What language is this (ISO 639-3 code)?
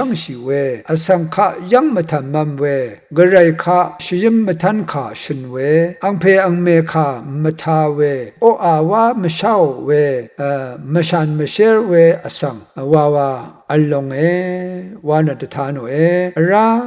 raw